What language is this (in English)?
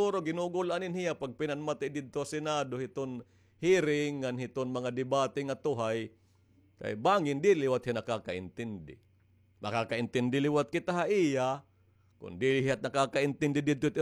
Waray